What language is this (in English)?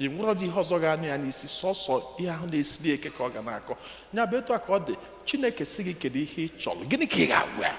Igbo